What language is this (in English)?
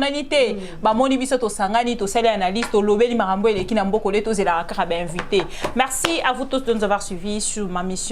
Lingala